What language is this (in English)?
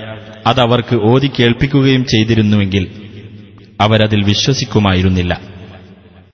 Malayalam